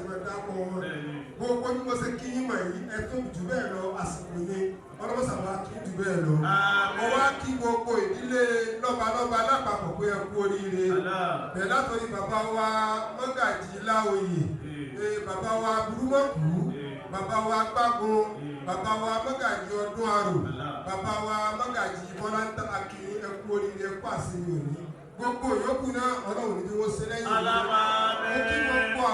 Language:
Yoruba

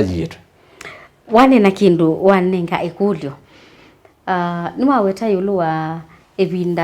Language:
Kamba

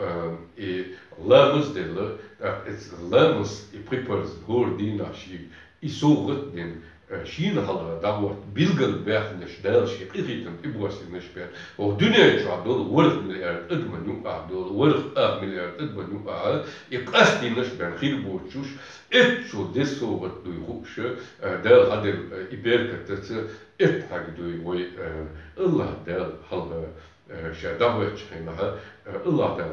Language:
Chechen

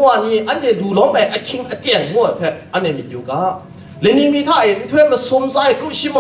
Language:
Kachin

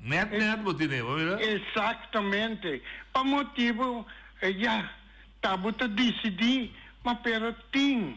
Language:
Papiamento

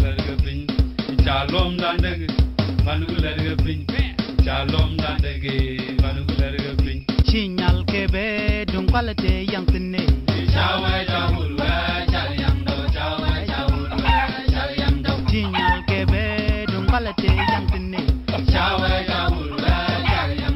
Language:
Nuer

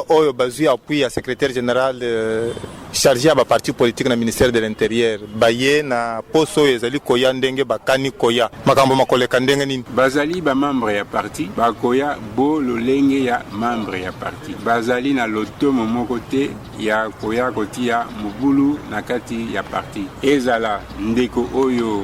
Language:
Lingala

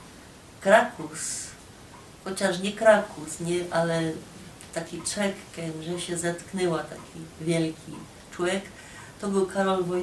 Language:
Silesian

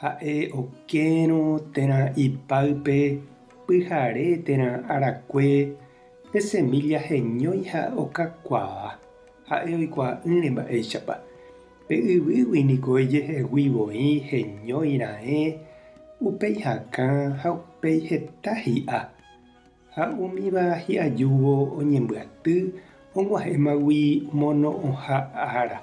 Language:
Guarani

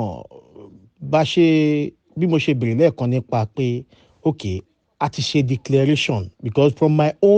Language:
Yoruba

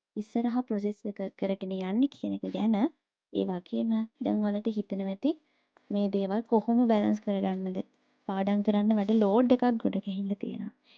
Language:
Sinhala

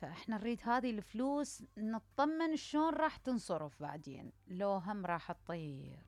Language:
Mesopotamian Arabic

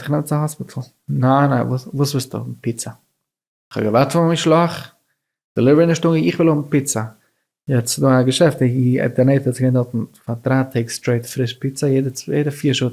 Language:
Yiddish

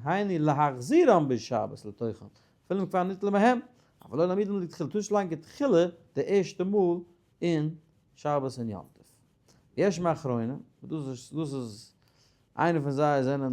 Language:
Yiddish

